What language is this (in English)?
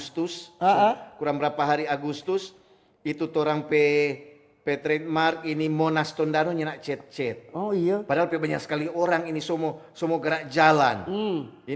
Manado Malay